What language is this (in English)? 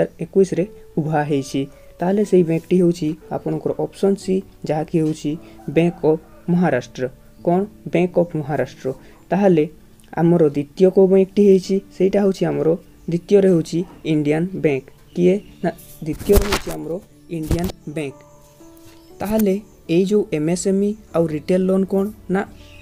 Odia